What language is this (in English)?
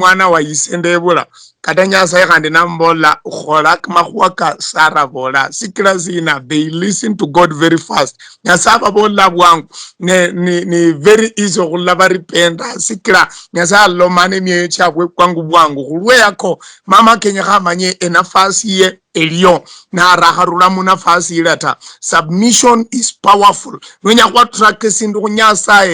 Luyia